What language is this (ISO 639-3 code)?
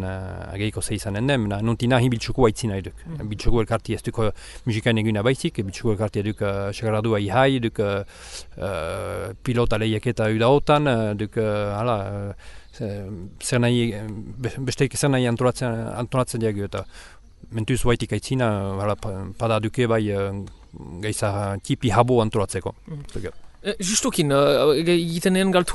eus